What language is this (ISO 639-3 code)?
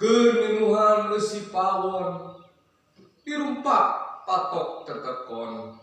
sun